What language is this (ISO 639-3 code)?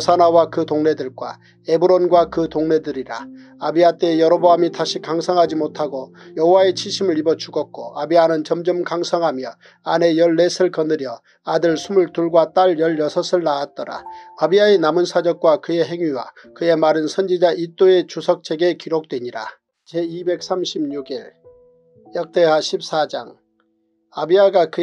kor